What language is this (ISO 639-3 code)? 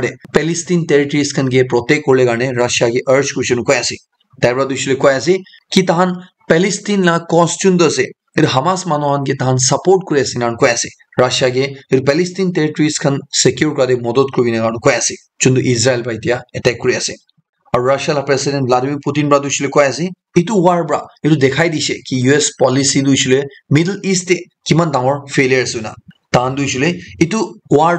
nag